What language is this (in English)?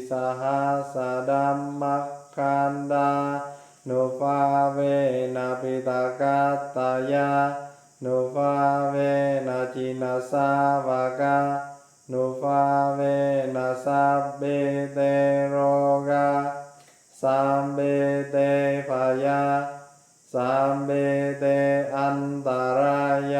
Pali